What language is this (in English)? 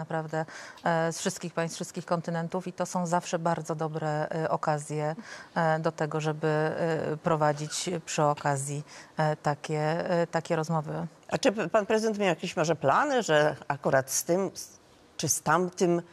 Polish